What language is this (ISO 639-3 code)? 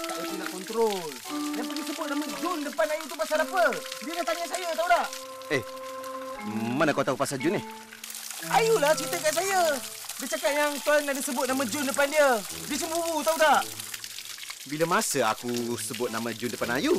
msa